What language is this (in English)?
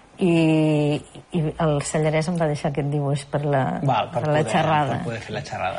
Catalan